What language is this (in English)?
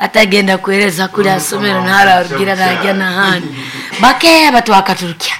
Nyankole